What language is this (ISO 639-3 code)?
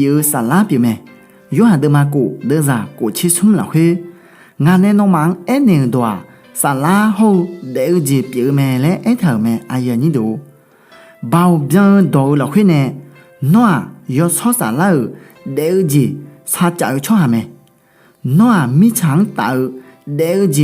ahk